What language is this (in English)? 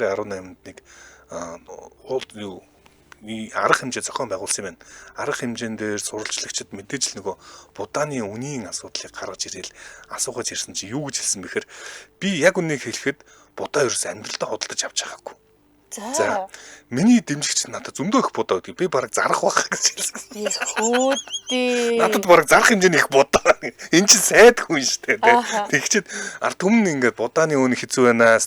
Mongolian